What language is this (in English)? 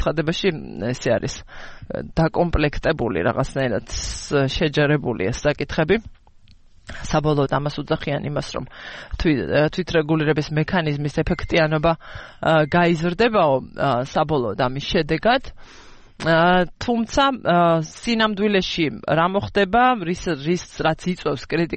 Georgian